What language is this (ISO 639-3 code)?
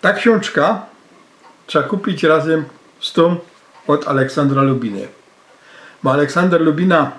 szl